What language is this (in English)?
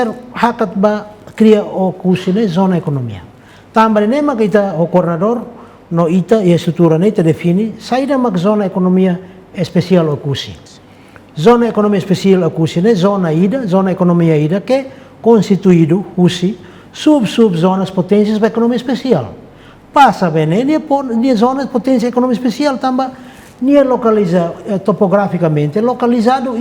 Tetum